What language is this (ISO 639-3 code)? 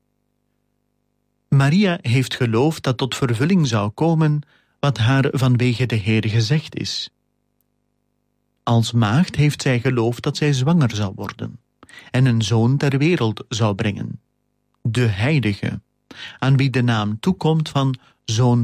nld